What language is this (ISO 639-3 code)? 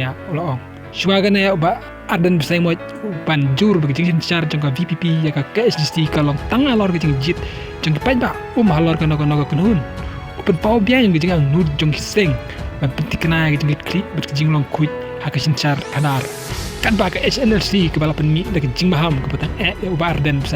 kha